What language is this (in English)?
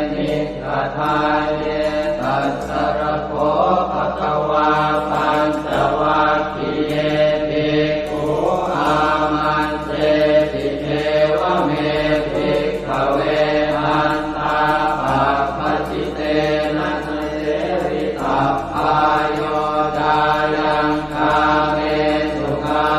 Pali